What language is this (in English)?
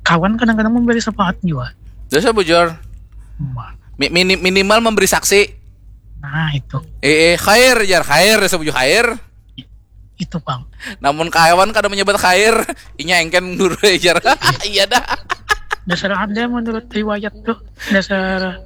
Banjar